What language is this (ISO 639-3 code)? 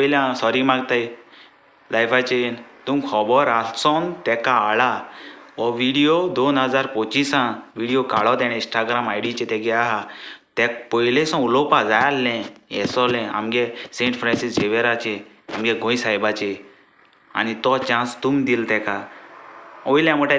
kok